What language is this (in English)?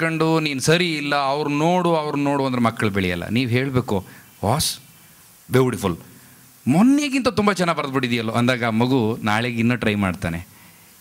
Kannada